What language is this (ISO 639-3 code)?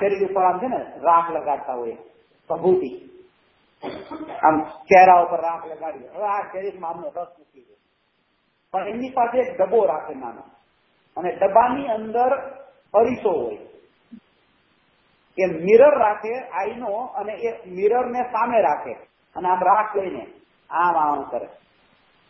guj